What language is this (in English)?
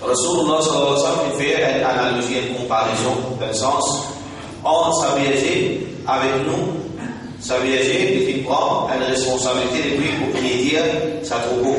Morisyen